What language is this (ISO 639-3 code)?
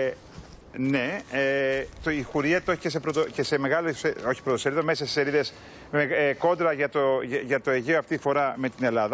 ell